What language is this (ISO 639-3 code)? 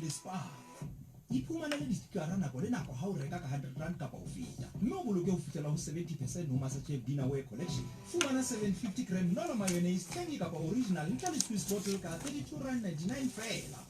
sot